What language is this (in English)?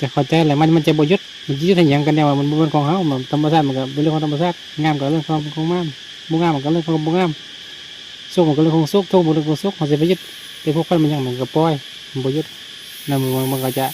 Lao